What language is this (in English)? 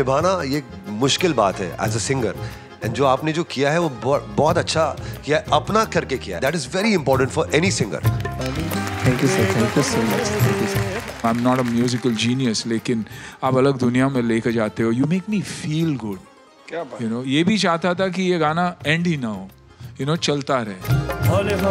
Hindi